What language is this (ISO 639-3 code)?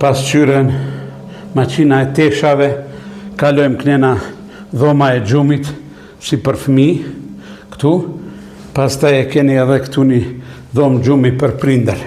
sqi